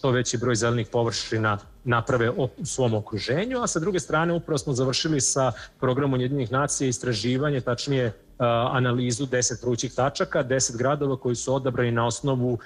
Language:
Serbian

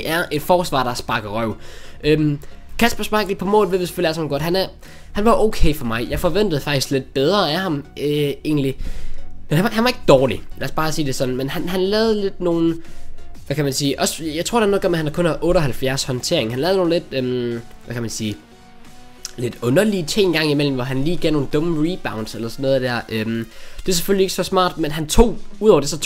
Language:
Danish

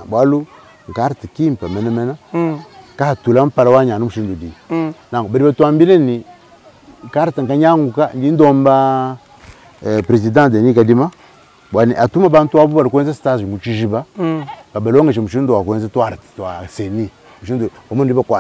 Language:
Luba-Lulua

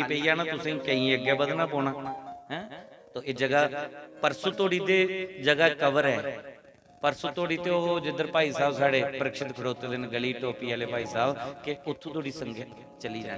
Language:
Dogri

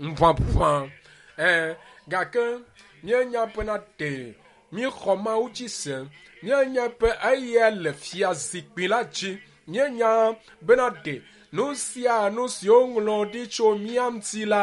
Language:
Ewe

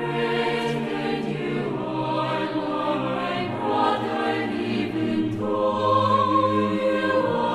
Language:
South Bolivian Quechua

